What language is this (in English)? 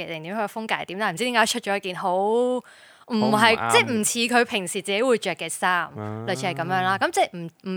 Cantonese